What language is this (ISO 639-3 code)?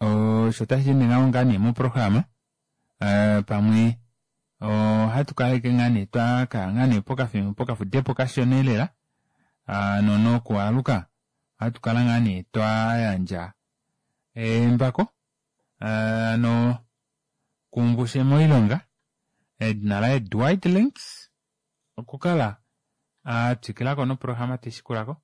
kua